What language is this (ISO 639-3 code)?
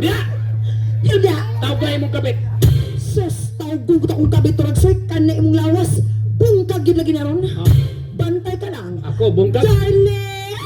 ceb